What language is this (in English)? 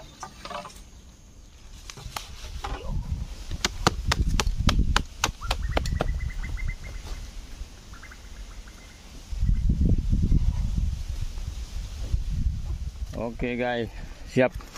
Malay